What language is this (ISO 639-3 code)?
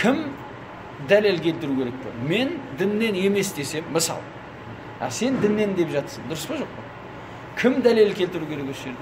kaz